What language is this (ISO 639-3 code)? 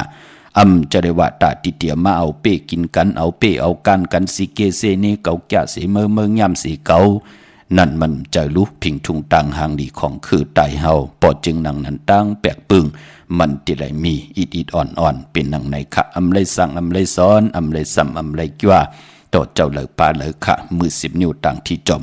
shn